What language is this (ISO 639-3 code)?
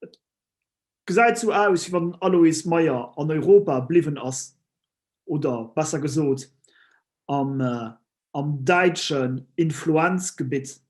ltz